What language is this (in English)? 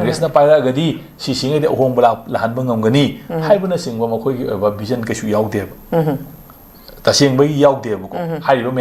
Manipuri